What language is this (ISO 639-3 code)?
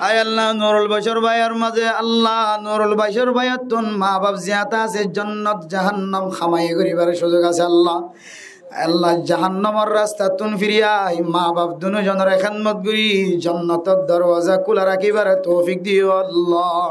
rhg